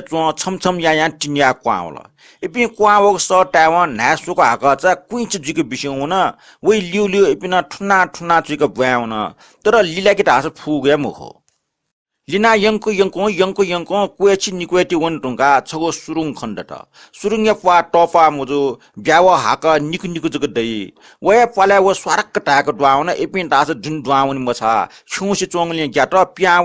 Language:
Newari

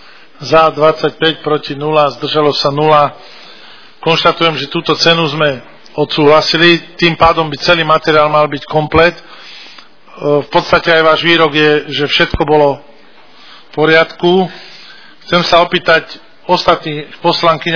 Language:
Slovak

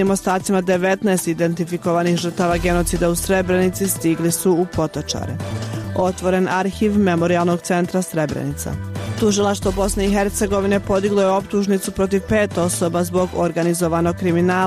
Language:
Bosnian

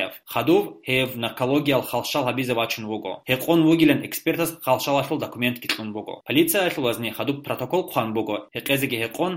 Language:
Avaric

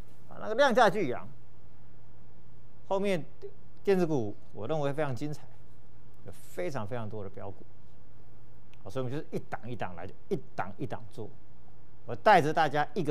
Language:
Chinese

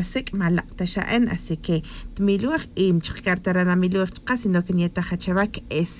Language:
Tz'utujil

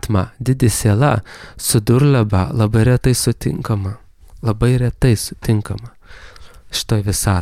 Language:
Lithuanian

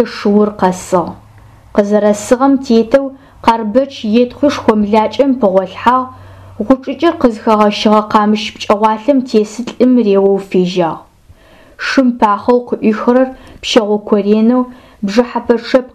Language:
Adyghe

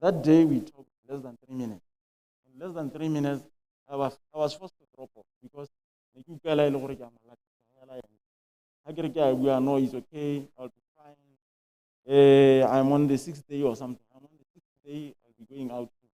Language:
Tswana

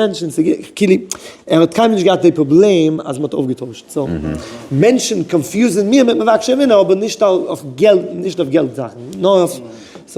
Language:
Yiddish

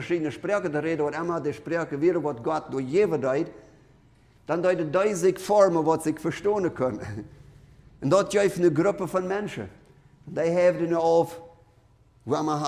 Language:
Plautdietsch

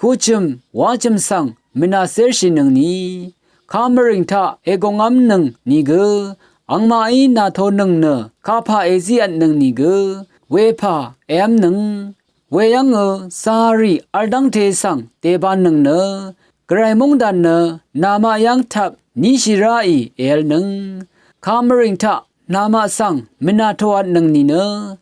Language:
Rawang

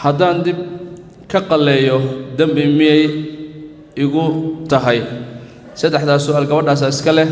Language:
Somali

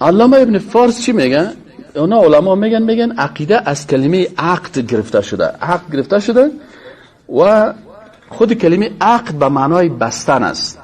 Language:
Persian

